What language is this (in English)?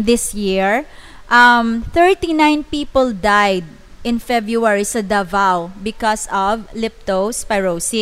Hiligaynon